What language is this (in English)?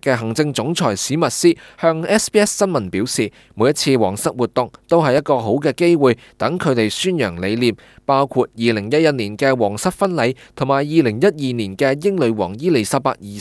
Cantonese